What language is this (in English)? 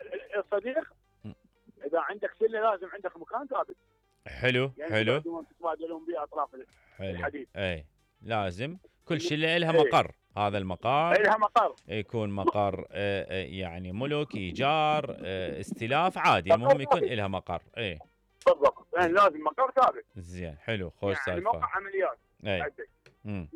Mesopotamian Arabic